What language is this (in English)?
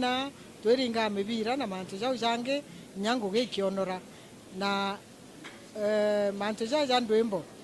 Meru